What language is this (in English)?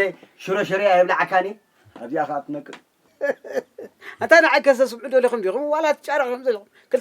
Tigrinya